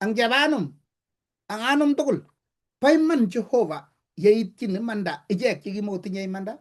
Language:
Kalenjin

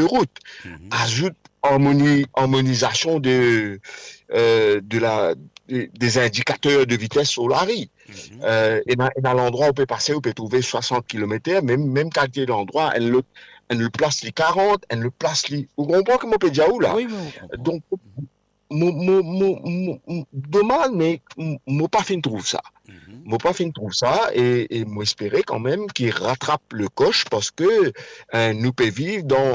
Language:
Morisyen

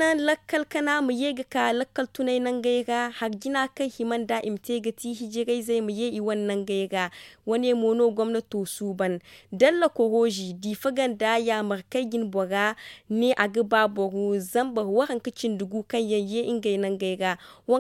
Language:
Zarma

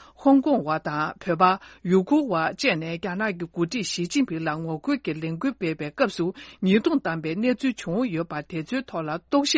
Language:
Tibetan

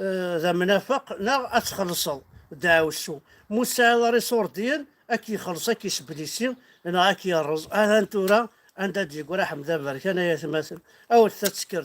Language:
Kabyle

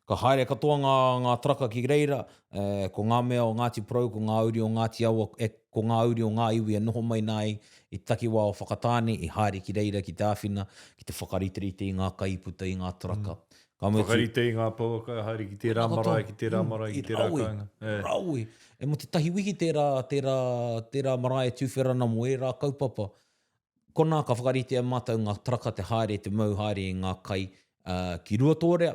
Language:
Māori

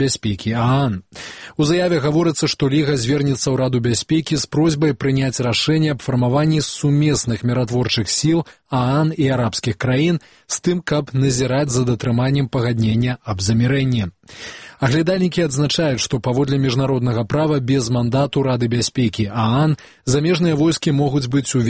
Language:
Belarusian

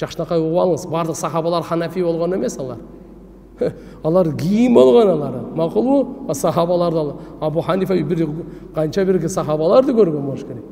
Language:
Kyrgyz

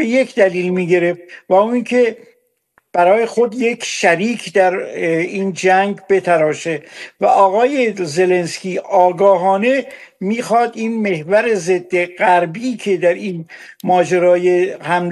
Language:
Persian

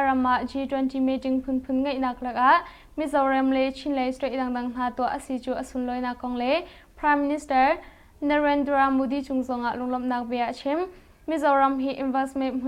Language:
Hakha Chin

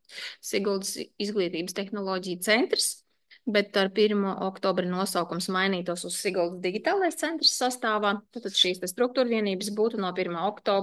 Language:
Latvian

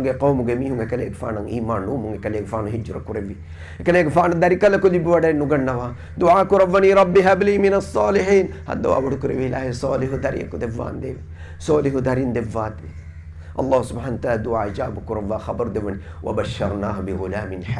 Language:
Divehi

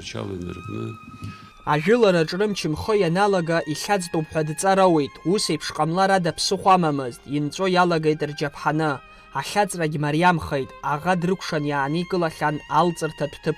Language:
Abkhazian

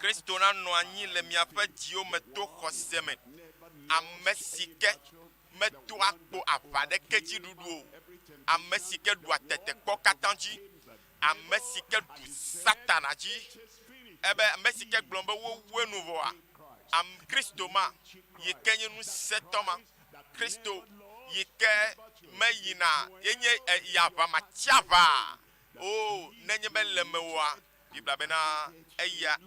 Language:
Ewe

